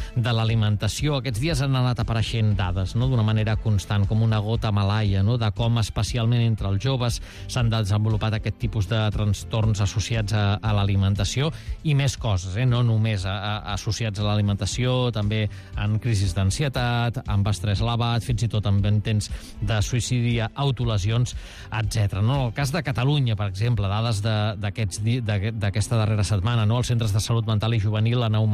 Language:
Catalan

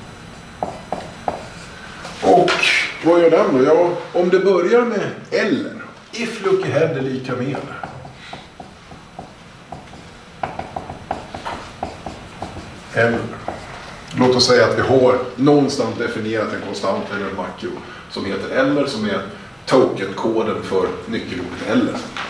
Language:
Swedish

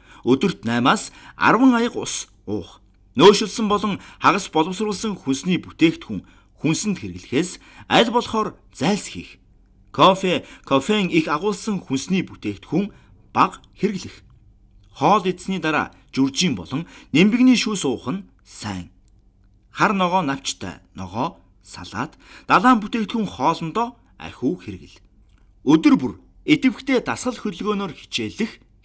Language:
Mongolian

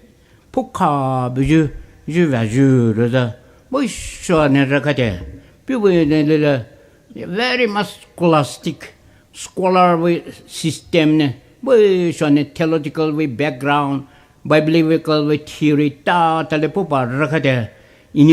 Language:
Poumei Naga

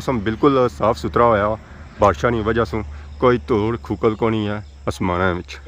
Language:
Pahari-Potwari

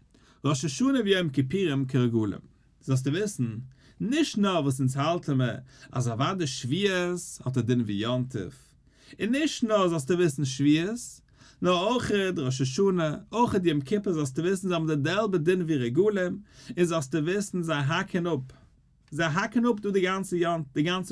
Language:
Yiddish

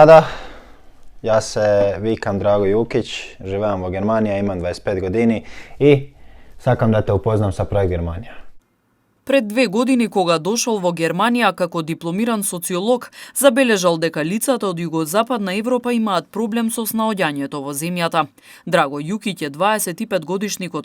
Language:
Macedonian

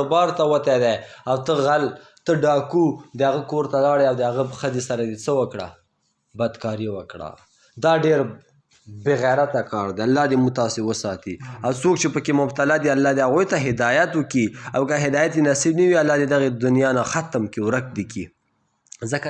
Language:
Pashto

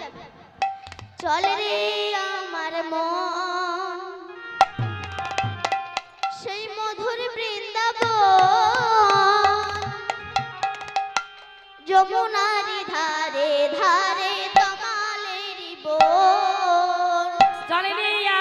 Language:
Bangla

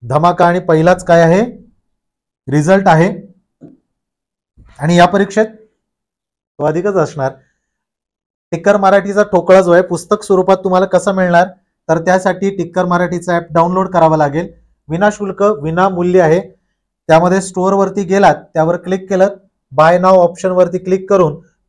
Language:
Marathi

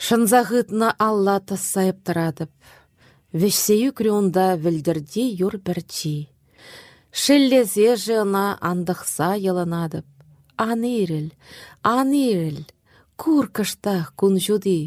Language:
Chuvash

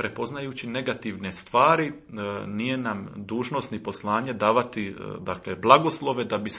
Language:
Croatian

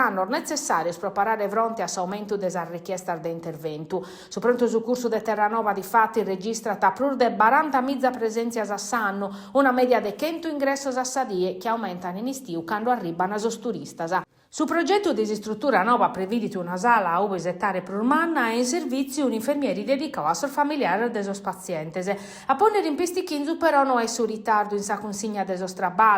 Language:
Sardinian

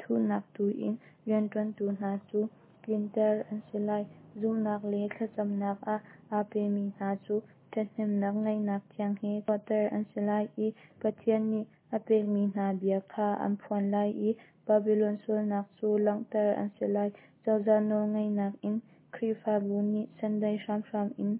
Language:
Hakha Chin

